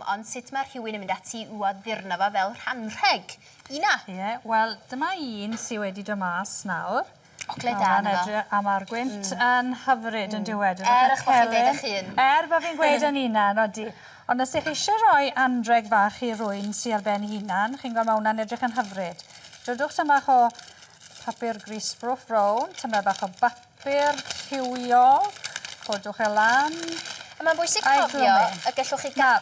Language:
Welsh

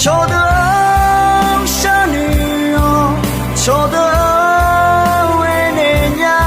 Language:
Akha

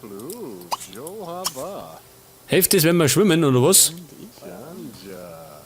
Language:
Bavarian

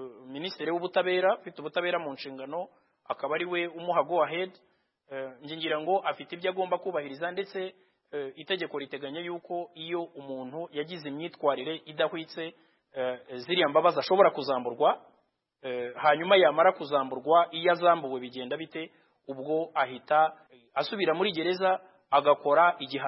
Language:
Kinyarwanda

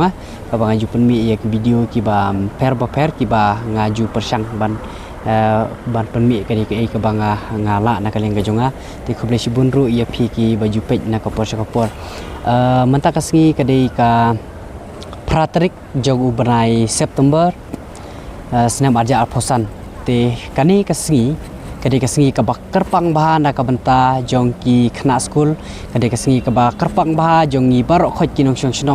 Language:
Khasi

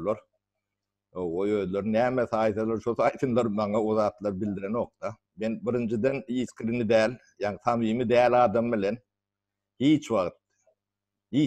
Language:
Turkmen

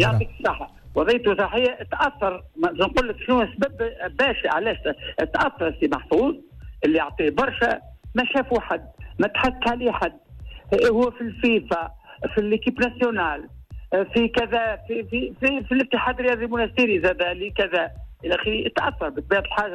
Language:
Tunisian Arabic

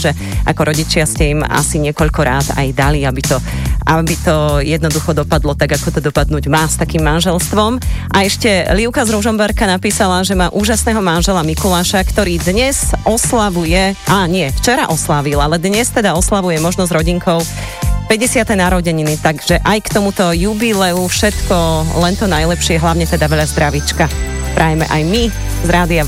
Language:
Slovak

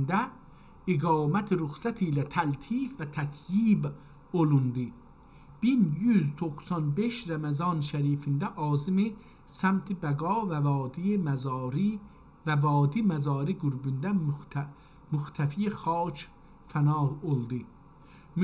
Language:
South Azerbaijani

